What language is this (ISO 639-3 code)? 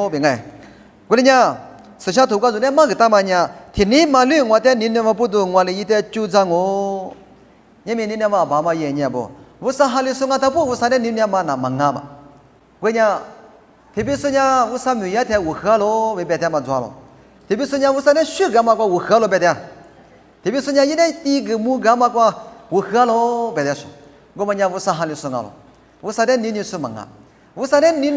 lis